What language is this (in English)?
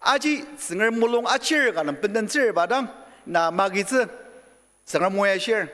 Ao Naga